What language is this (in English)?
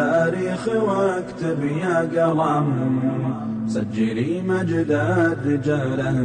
Somali